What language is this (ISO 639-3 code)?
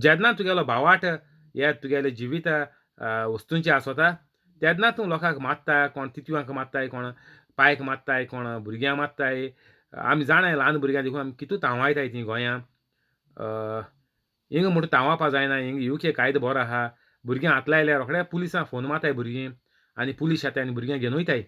kok